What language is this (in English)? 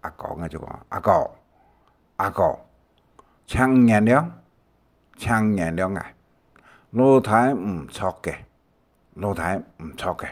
Hakka Chinese